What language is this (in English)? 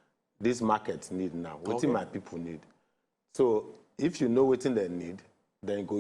Nigerian Pidgin